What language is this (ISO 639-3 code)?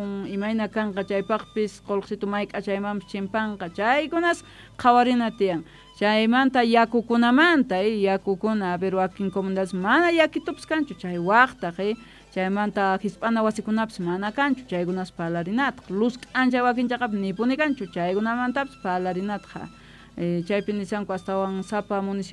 quh